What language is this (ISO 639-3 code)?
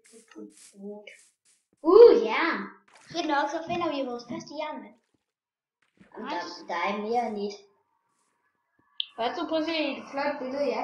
dan